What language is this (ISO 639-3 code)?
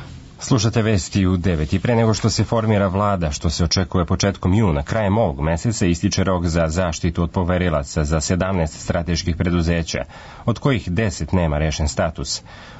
srp